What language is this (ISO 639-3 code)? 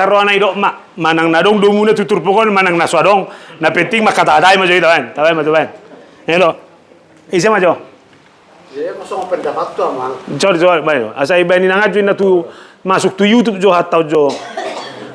bbc